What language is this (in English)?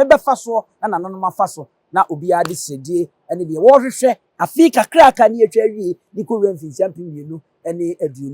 Akan